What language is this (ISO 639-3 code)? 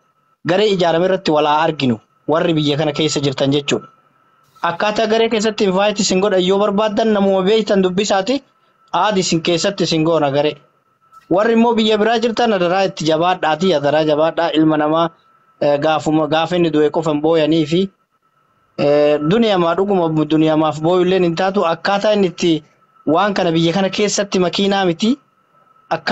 orm